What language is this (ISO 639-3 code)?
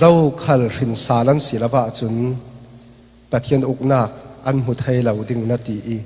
cfm